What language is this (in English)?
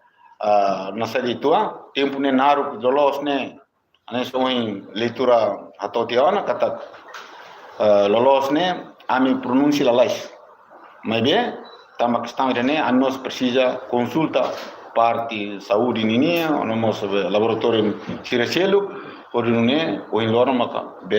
Tetum